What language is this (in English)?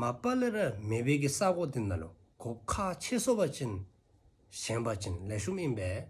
Dzongkha